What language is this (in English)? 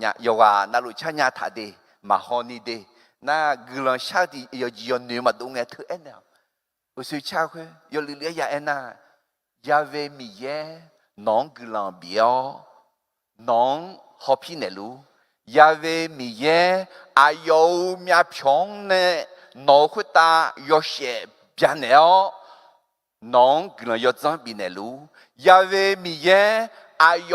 Akha